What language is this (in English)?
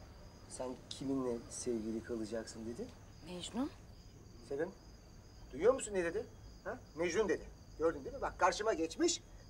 Turkish